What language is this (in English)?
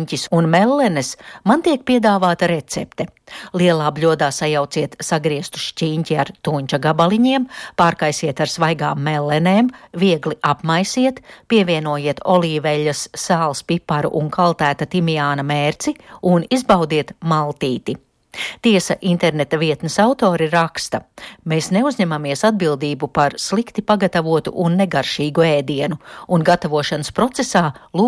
Latvian